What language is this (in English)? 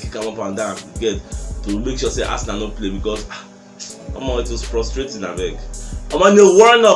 Nigerian Pidgin